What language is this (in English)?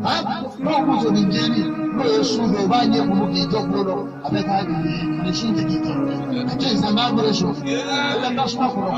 Bambara